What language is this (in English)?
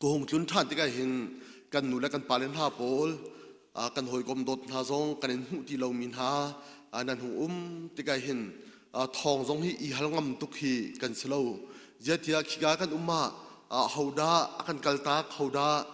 Hakha Chin